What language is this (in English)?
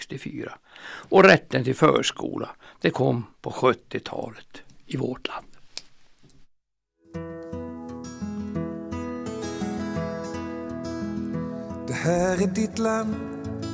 Swedish